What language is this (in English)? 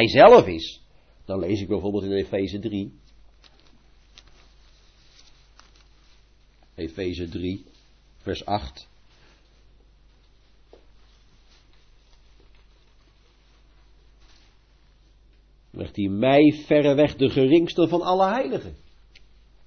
Dutch